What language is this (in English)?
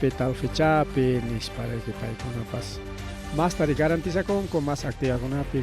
Ayacucho Quechua